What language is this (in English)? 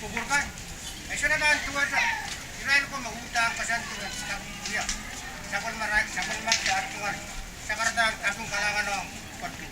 Pohnpeian